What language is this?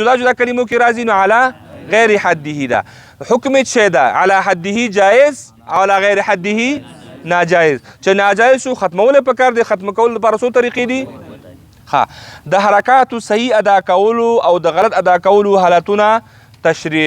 Pashto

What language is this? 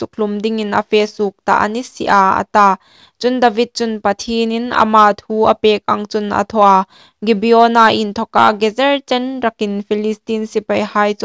Hmar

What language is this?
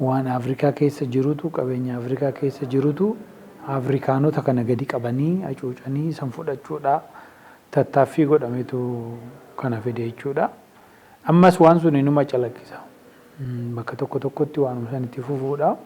Oromo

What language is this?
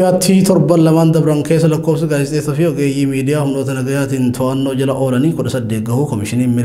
Oromo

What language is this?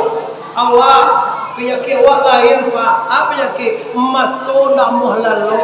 Minangkabau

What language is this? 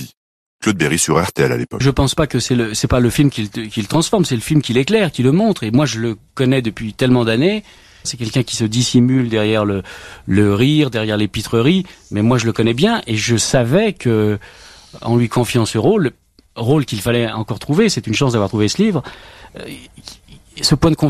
French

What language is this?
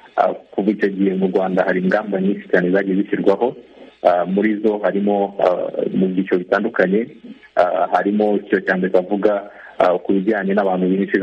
Kinyarwanda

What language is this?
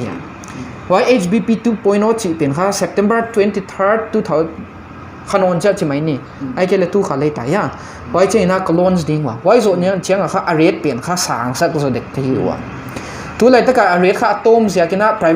Paite Chin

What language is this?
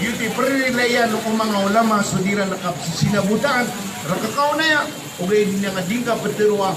Maranao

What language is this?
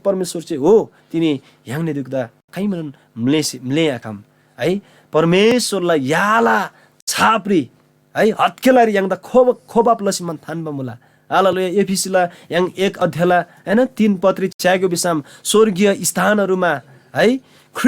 Eastern Tamang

